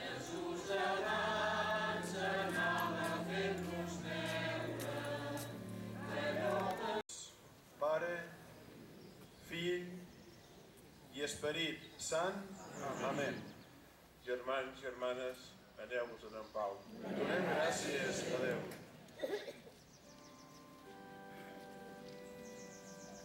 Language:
Catalan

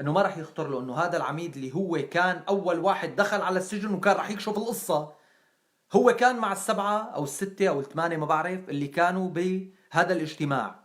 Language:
North Levantine Arabic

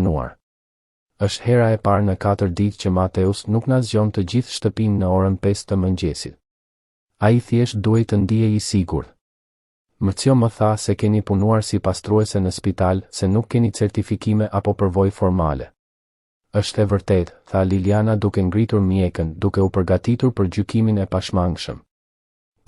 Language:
Albanian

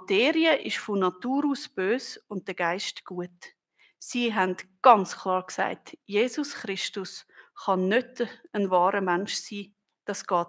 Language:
Swiss German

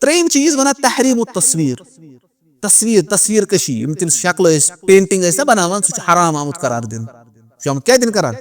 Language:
Kashmiri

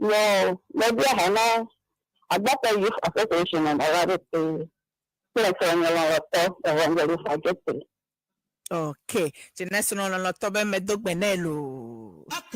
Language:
Ewe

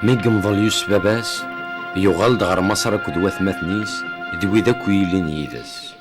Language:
Kabyle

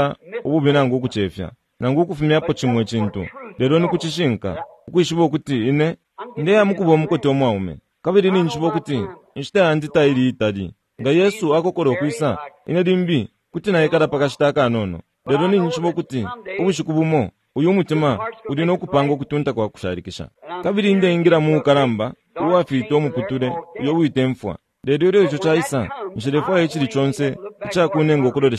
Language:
Bemba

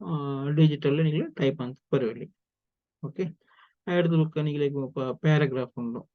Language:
Tulu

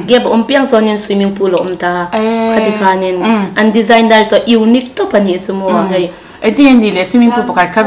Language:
Mizo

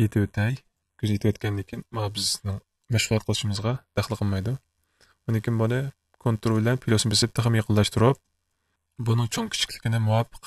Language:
Uyghur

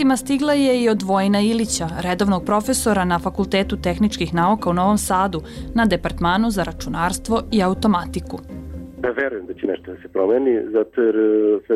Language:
Serbian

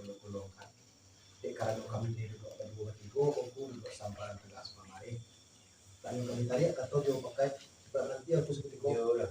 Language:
Minangkabau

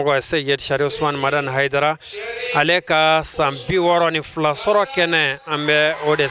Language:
Bambara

